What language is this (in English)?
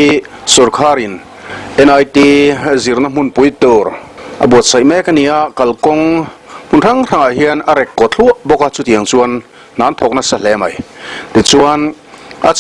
Mizo